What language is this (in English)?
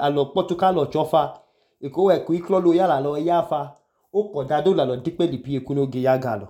Idoma